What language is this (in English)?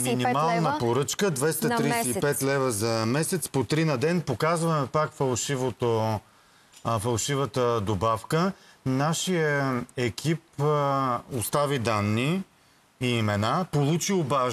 Bulgarian